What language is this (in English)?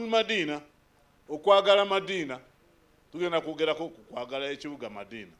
Ganda